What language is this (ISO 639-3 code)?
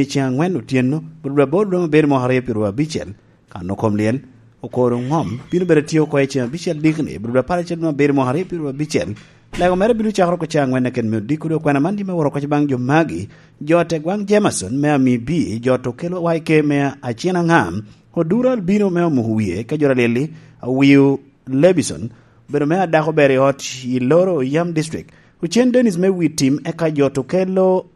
laj